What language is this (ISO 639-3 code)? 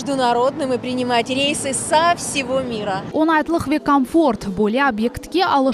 crh